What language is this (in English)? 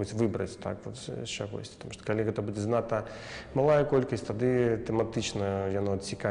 Belarusian